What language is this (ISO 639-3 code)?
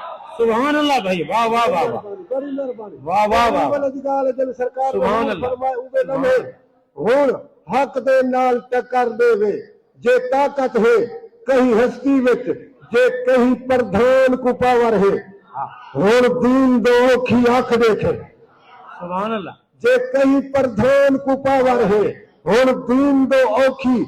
skr